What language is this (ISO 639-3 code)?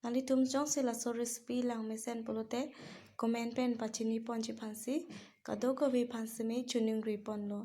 mjw